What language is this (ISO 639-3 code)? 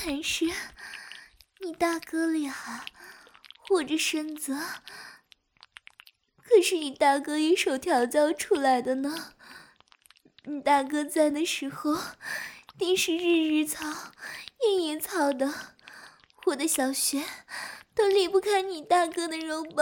zho